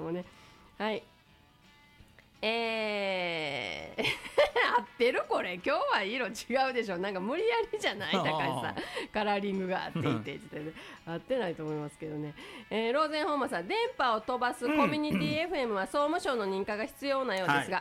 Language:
Japanese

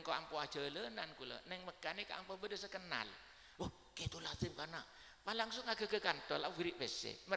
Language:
Madurese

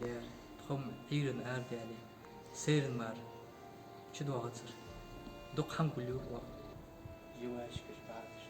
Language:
Ingush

